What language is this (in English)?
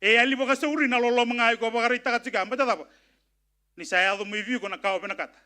Fijian